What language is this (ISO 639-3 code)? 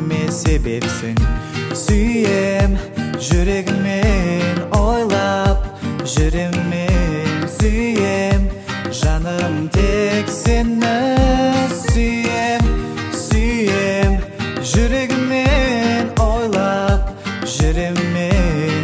kaz